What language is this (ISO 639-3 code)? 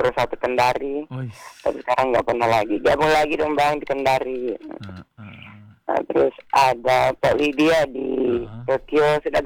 ind